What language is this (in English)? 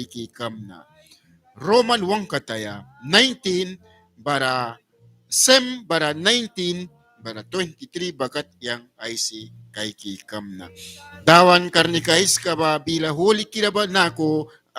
Mískito